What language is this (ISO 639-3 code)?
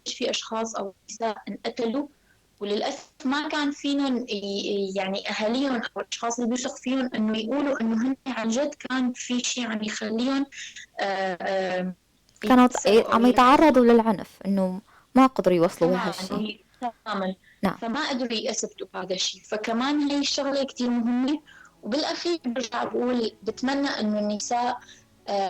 apc